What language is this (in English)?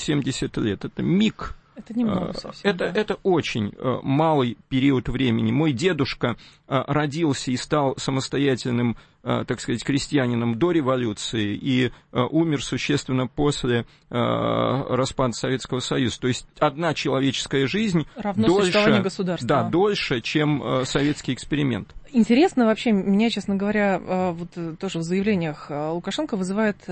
Russian